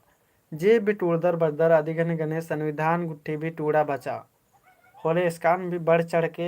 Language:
Kurukh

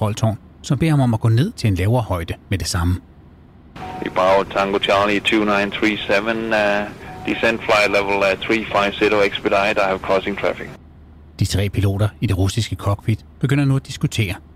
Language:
Danish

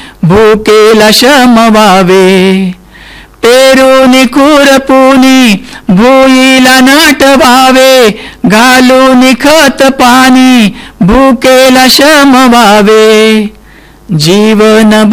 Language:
Marathi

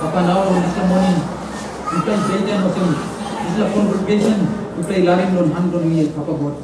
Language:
Tok Pisin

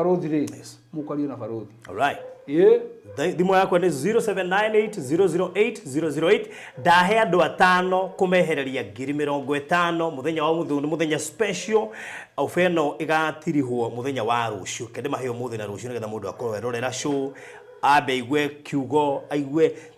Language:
Kikuyu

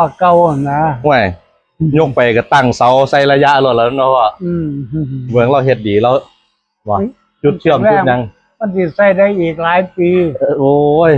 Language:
Northeastern Thai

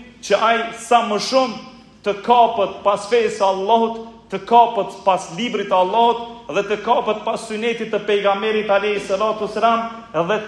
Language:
Albanian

